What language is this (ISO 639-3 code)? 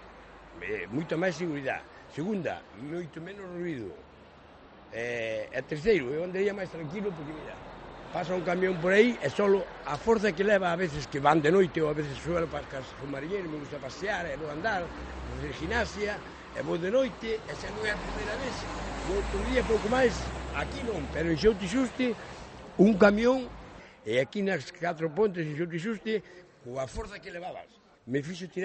glg